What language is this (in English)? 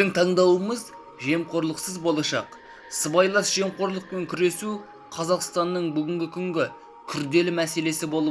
Kazakh